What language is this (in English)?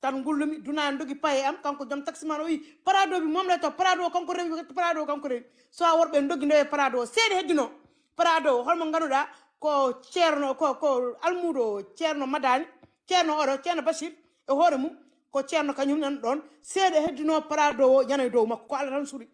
Fula